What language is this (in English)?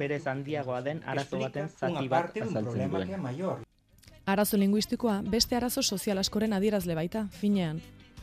Basque